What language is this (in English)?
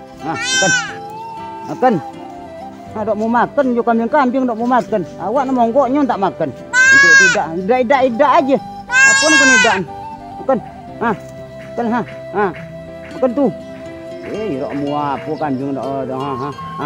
Minangkabau